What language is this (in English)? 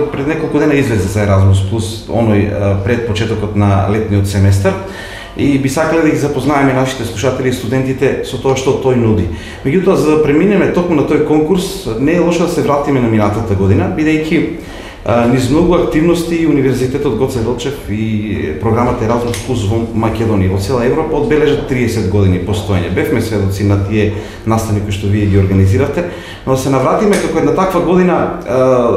Macedonian